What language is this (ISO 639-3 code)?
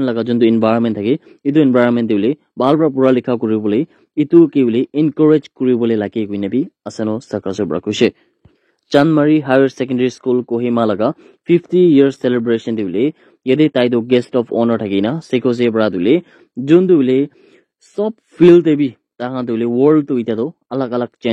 nag